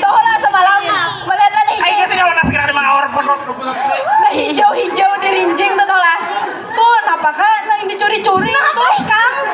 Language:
Banjar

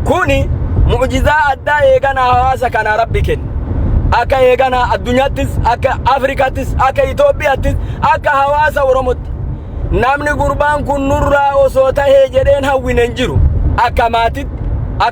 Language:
Oromo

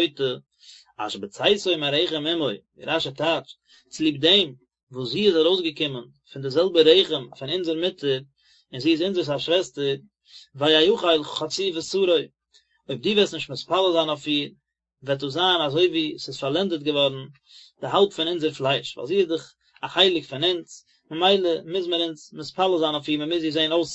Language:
Yiddish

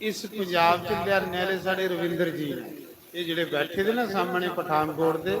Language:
Dogri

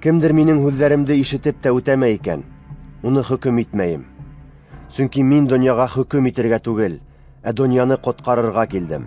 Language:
Bashkir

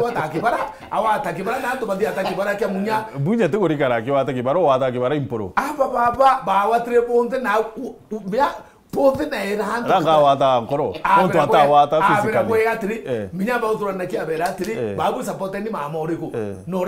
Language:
Meru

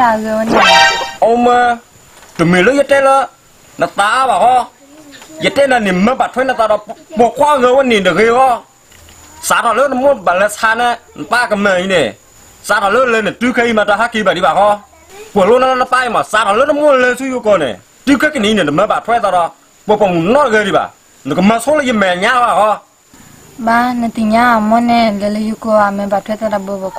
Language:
S'gaw Karen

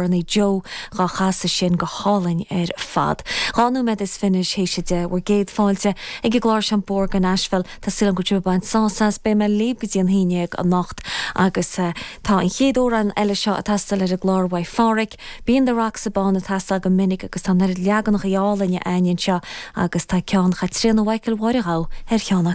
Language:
Irish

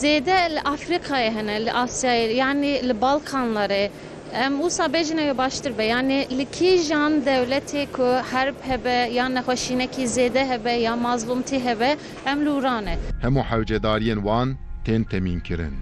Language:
Kurdish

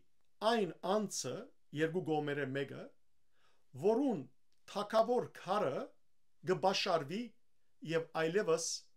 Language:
Western Armenian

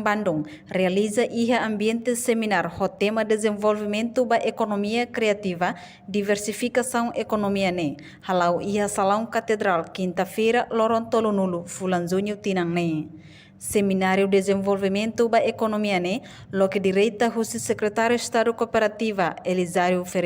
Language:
Tetum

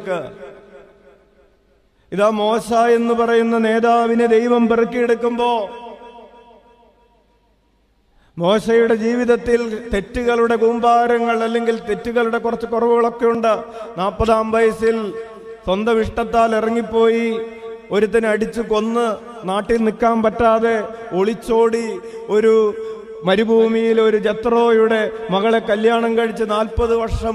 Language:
Malayalam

